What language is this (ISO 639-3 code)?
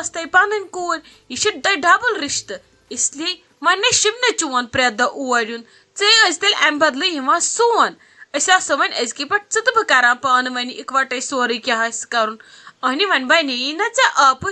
kas